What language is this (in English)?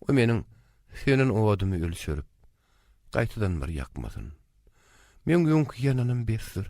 Turkmen